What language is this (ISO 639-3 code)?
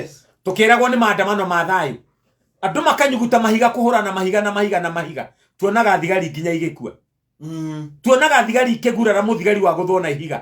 kik